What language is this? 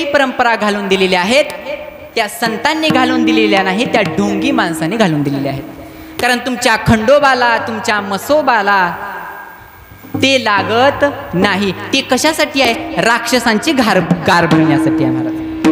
Marathi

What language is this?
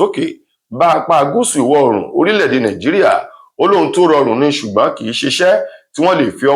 Yoruba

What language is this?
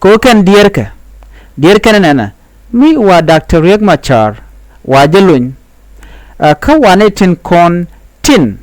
Nuer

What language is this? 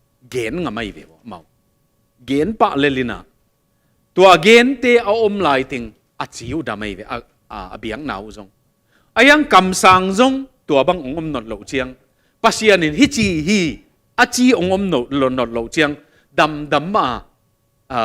Tedim Chin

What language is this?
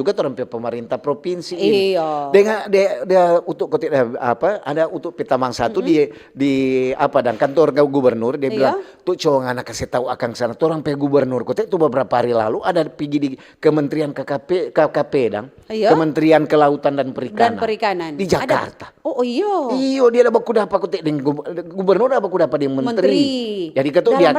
Manado Malay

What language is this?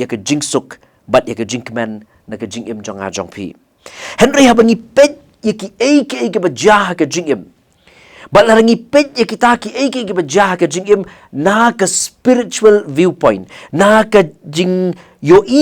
Khasi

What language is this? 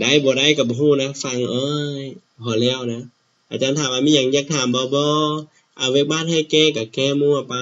Lao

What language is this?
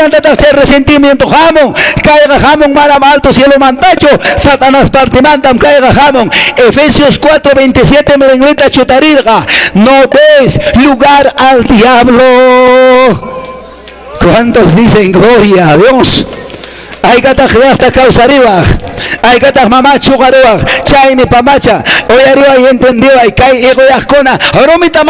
Quechua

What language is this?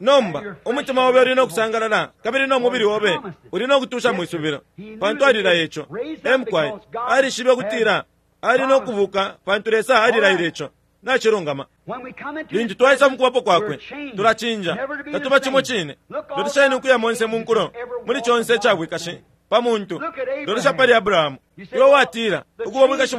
Bemba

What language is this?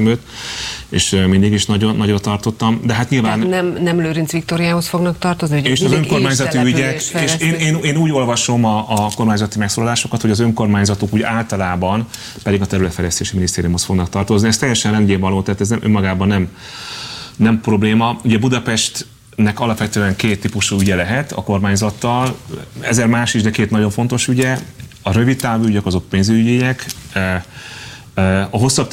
Hungarian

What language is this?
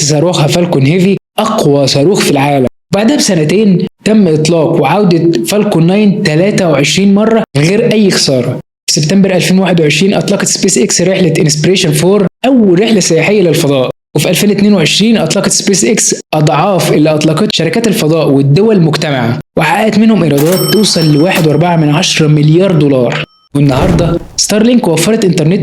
Egyptian Arabic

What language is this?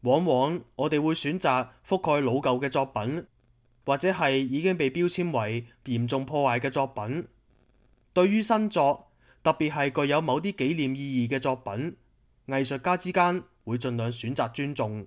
Cantonese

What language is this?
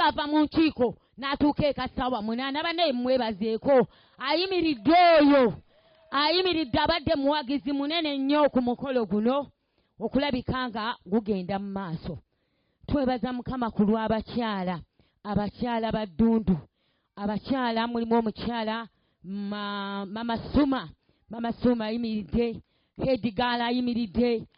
Ganda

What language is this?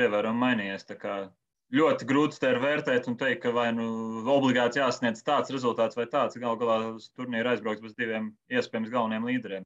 Latvian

